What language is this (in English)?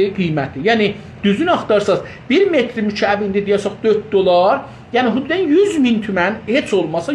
South Azerbaijani